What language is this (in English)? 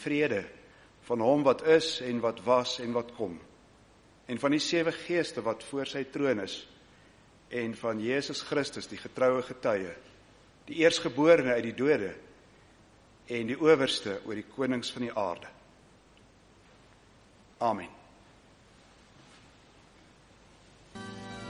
Afrikaans